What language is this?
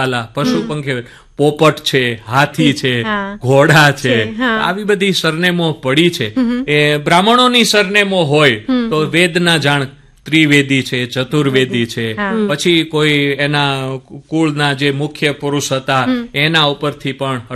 Gujarati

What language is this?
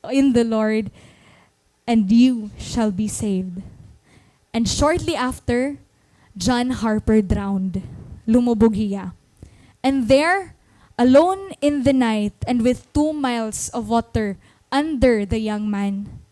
Waray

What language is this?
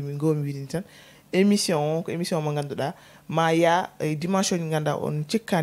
Fula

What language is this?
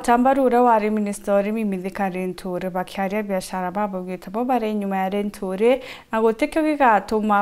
Meru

